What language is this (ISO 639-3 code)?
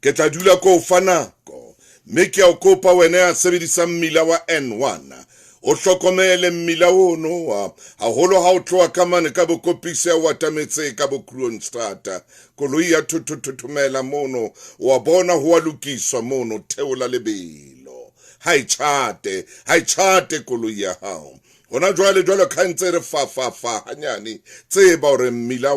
sot